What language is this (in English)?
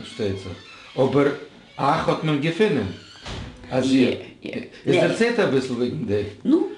Yiddish